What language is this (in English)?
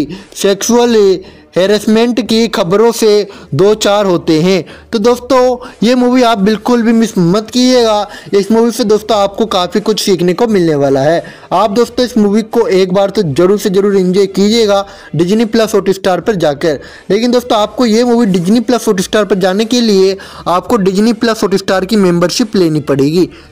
Hindi